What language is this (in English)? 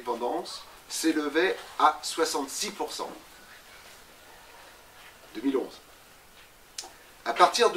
French